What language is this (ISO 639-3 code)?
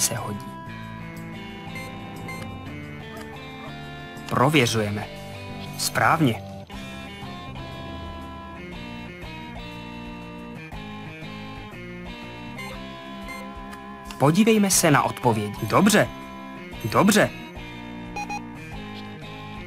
ces